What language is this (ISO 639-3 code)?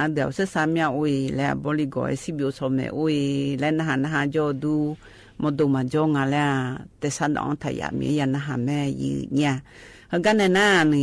ahk